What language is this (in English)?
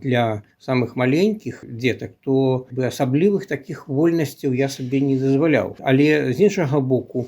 Belarusian